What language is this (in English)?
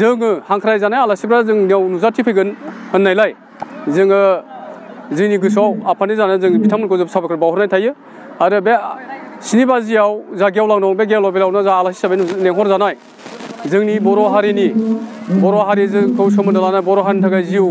Bodo